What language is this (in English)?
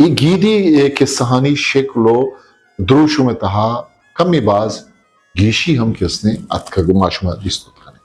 Eastern Balochi